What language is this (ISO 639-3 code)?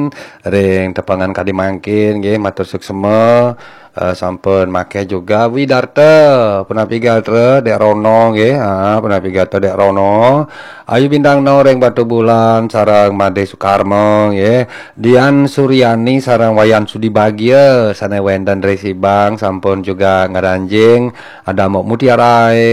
ban